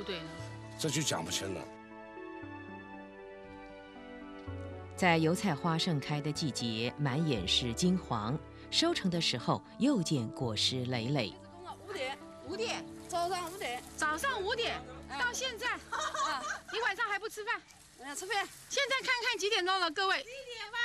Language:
Chinese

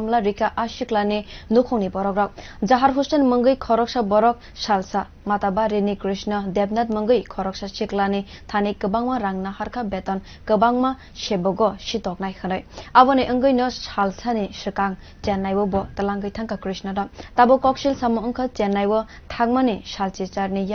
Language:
Kok Borok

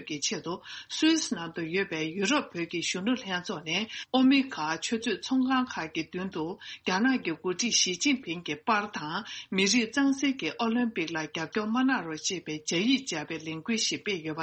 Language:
Tibetan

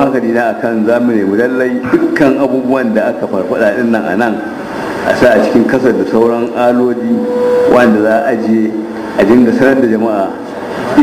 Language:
Hausa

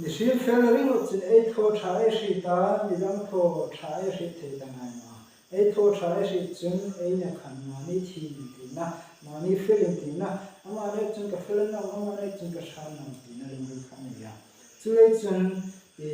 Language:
Hmar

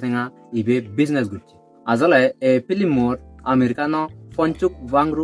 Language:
Chakma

